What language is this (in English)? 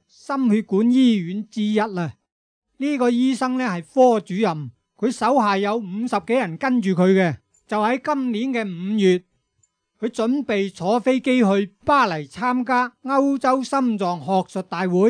Cantonese